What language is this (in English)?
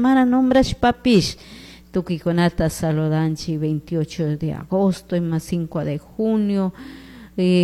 Chimborazo Highland Quichua